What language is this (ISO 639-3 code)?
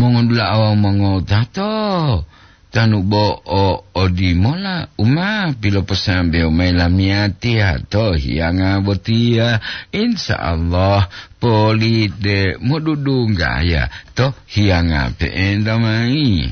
gor